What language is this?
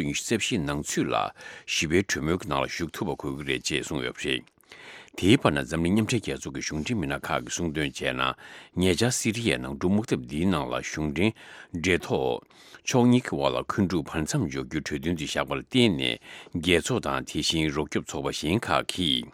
Tibetan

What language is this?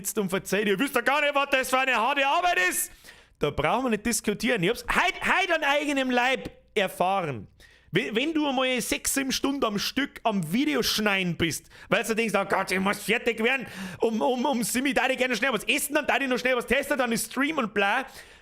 Bavarian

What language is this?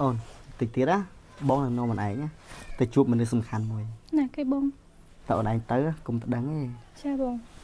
Khmer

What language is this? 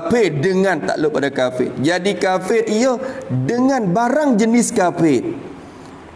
Malay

